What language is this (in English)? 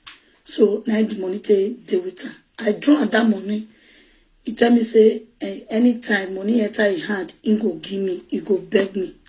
Nigerian Pidgin